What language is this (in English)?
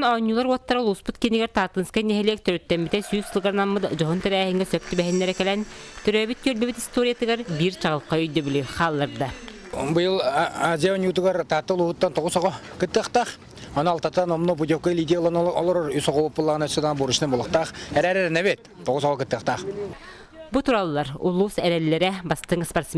Yakut